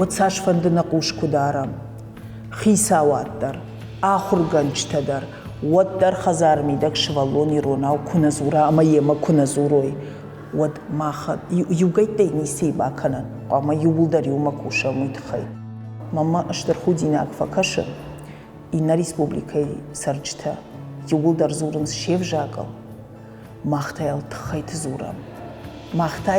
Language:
Ossetic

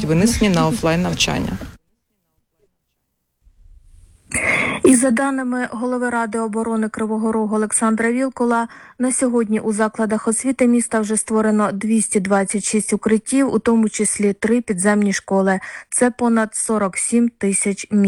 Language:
Ukrainian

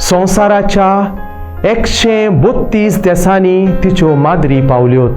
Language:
Konkani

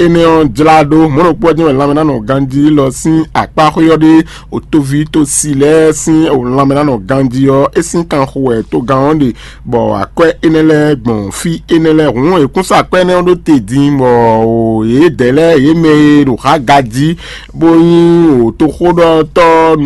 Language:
Fon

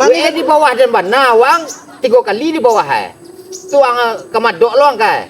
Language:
Minangkabau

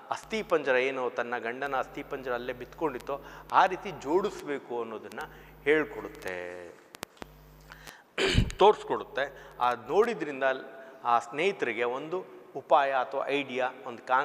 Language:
Kannada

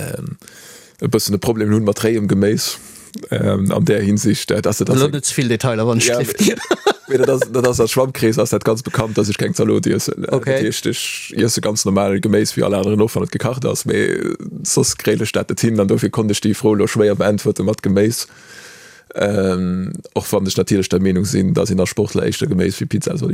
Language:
Luxembourgish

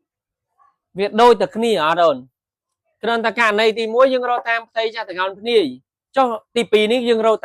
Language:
Khmer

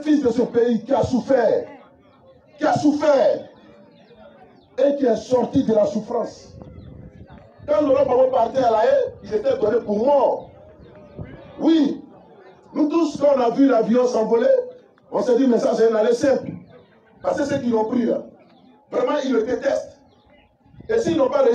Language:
French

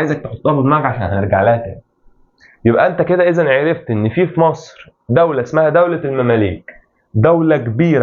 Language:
Egyptian Arabic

